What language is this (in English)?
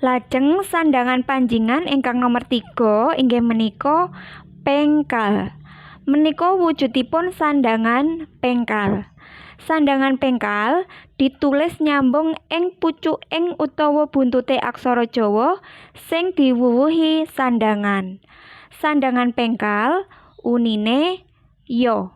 Javanese